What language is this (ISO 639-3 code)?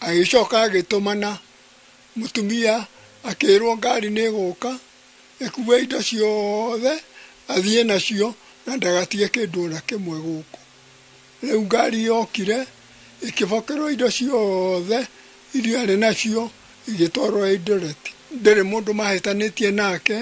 kik